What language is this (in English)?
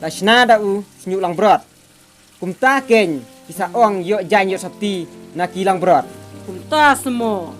Khasi